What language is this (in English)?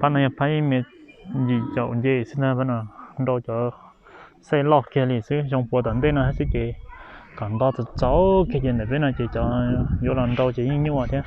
Hmong